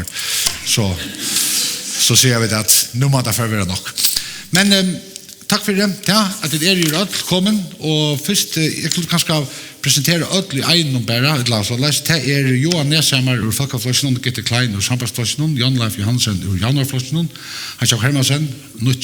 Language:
Faroese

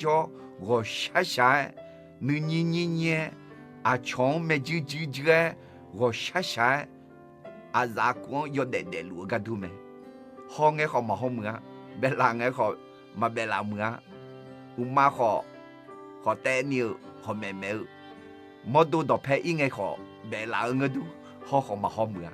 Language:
Akha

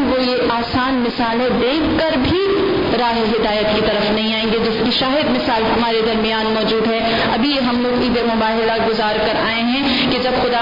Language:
Urdu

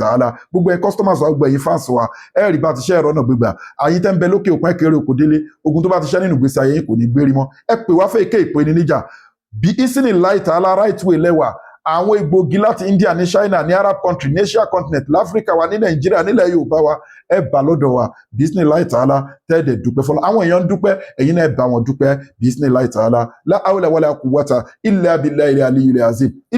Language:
Yoruba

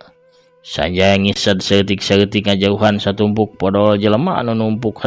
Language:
Sundanese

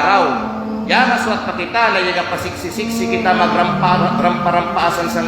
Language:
Kalagan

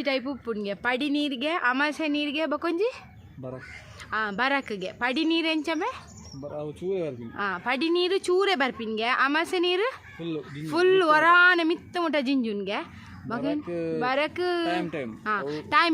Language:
Tulu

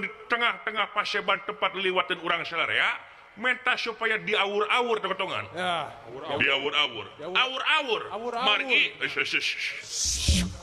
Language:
Sundanese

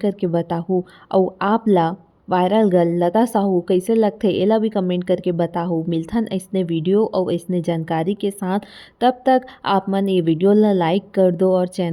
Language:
Chhattisgarhi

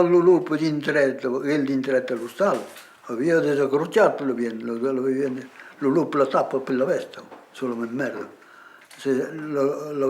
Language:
Occitan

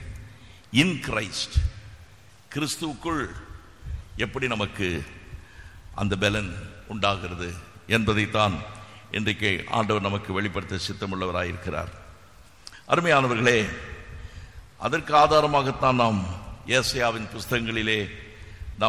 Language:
Tamil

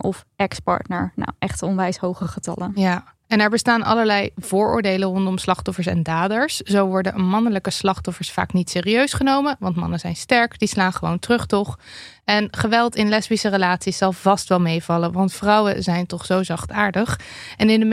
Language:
Dutch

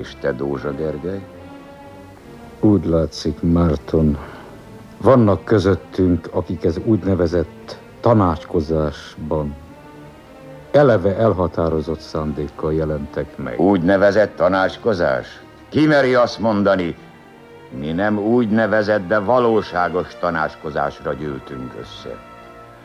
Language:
Hungarian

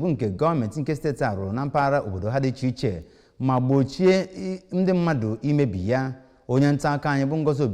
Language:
Igbo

